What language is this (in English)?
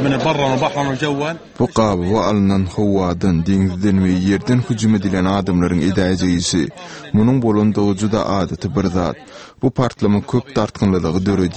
Turkmen